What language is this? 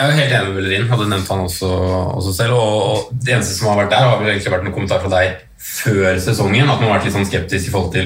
Norwegian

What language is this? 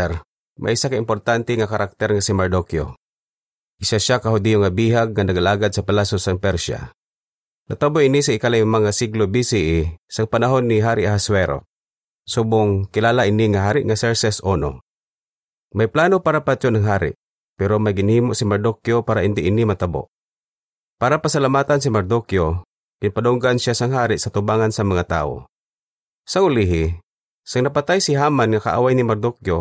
Hiligaynon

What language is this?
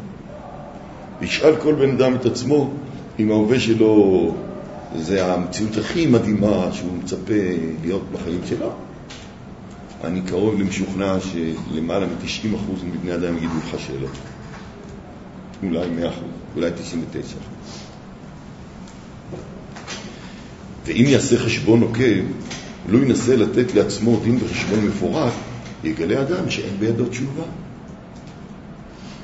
Hebrew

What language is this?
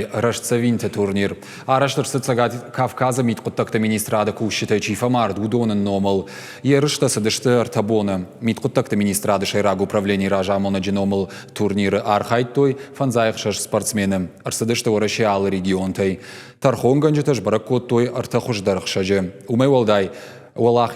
Ossetic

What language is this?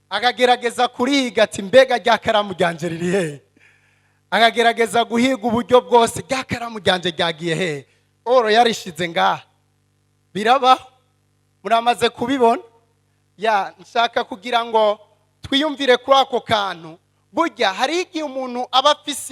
Rundi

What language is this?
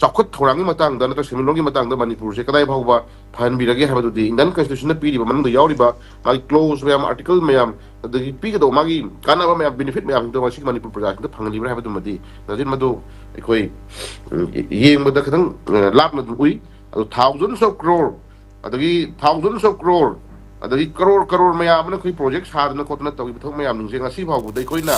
Manipuri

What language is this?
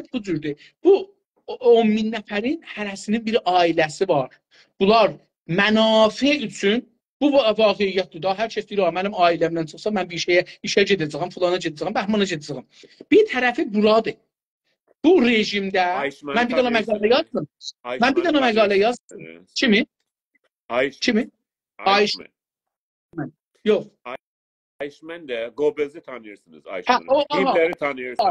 South Azerbaijani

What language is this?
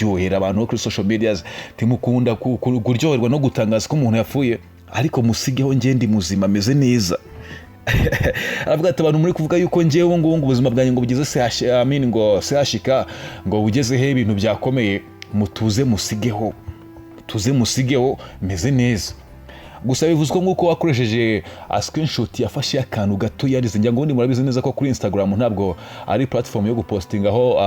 Kinyarwanda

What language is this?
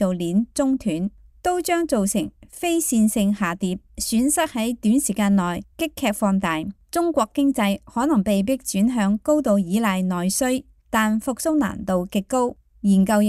Cantonese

